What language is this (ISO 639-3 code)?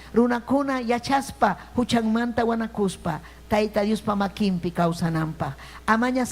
quy